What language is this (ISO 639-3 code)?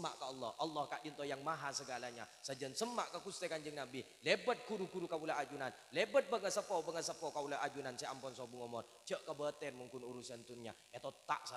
mad